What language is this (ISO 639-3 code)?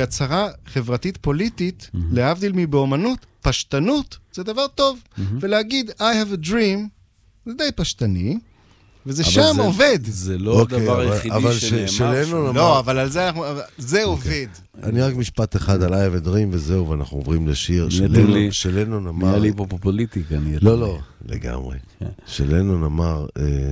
heb